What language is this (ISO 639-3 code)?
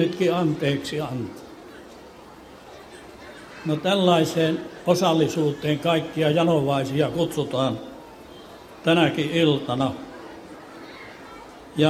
fin